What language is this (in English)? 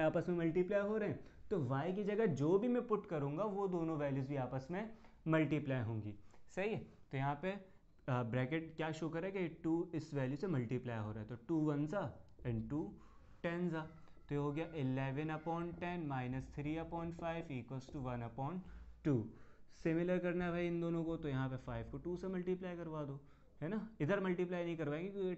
Hindi